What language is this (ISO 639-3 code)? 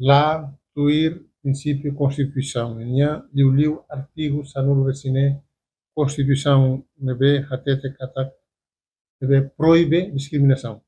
tet